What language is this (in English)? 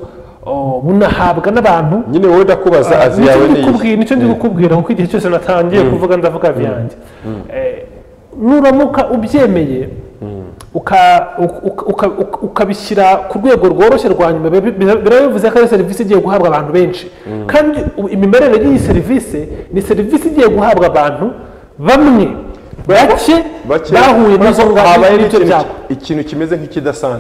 Kinyarwanda